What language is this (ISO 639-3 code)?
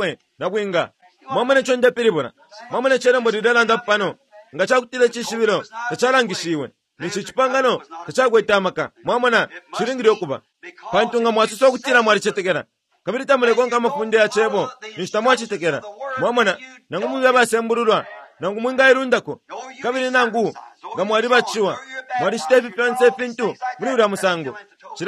bem